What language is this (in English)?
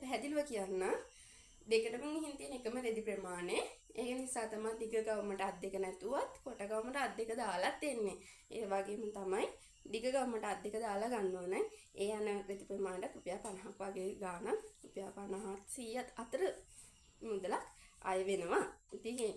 Sinhala